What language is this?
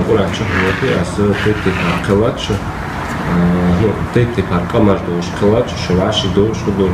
Ingush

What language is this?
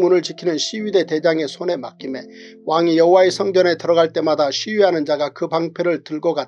Korean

